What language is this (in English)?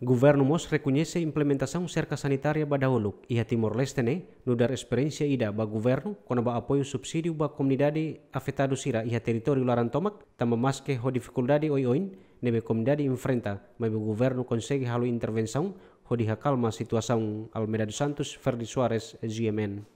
Tetum